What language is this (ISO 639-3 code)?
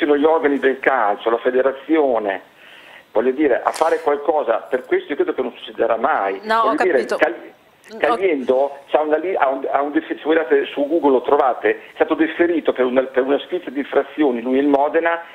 ita